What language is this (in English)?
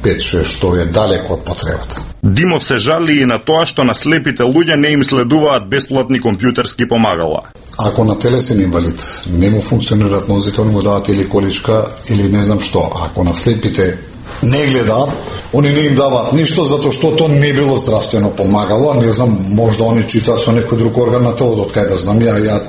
Macedonian